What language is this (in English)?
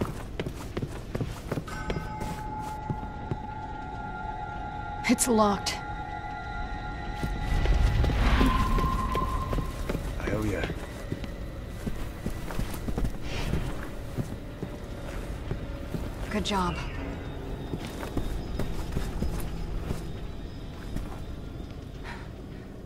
English